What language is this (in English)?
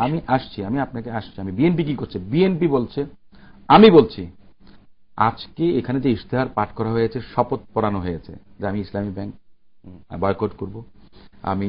Bangla